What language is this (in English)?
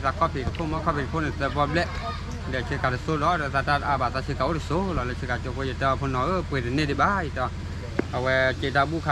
S'gaw Karen